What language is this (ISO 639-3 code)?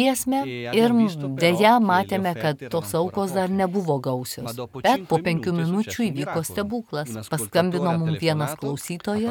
lit